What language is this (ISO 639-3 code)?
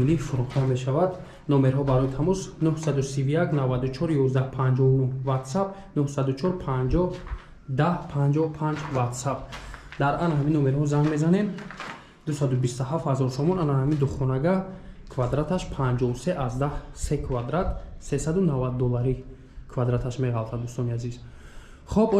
tgk